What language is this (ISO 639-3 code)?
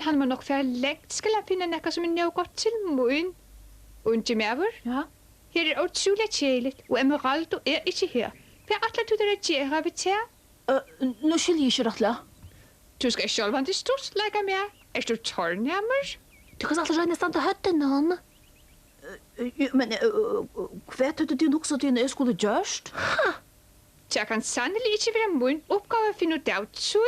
fao